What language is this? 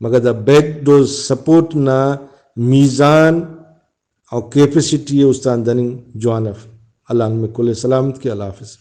Brahui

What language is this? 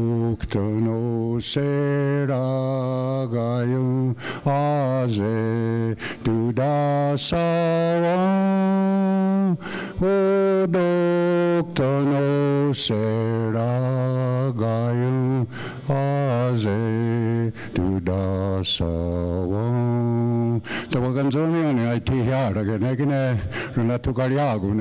Mohawk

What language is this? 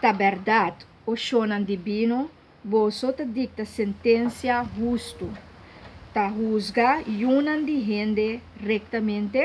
Papiamento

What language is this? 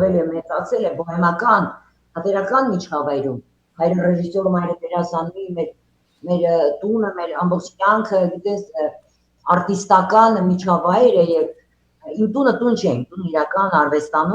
Western Armenian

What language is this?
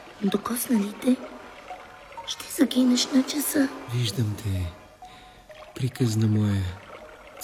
Bulgarian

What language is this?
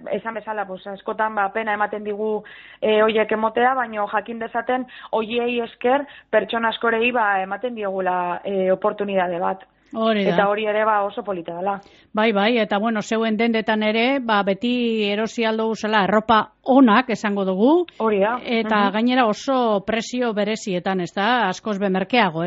Basque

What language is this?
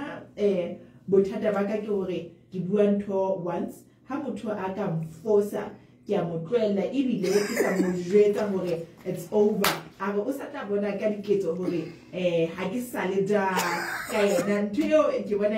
Southern Sotho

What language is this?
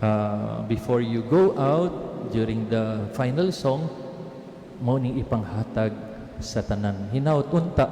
Cebuano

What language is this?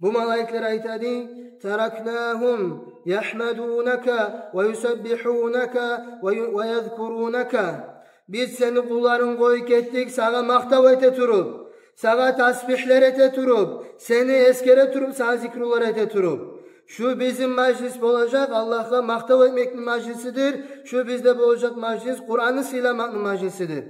Kumyk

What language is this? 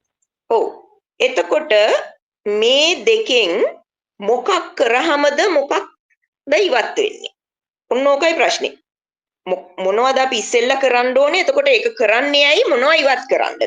Sinhala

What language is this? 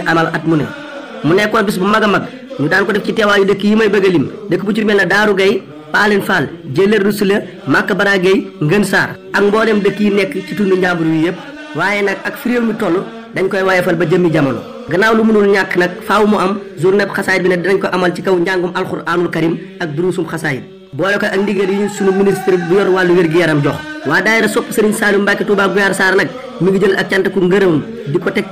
Wolof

